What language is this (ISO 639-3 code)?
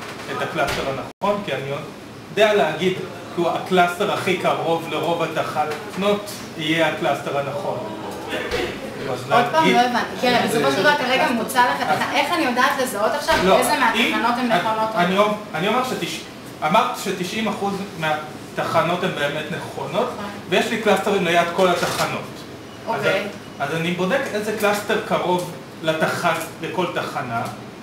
heb